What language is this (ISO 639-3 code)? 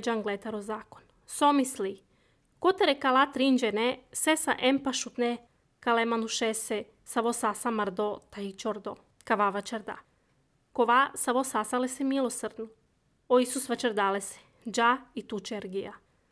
srp